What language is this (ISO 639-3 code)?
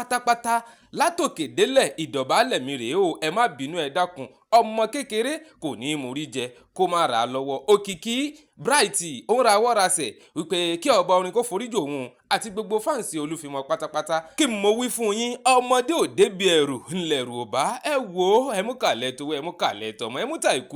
yor